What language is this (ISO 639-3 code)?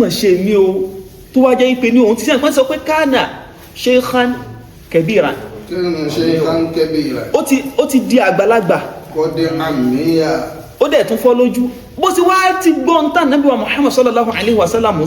yor